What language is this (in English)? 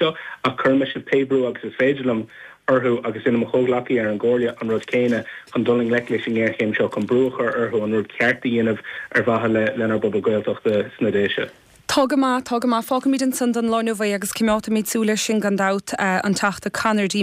Irish